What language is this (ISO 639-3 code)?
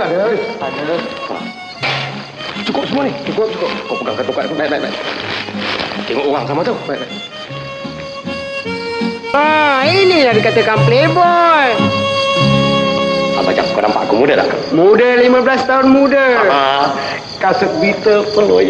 msa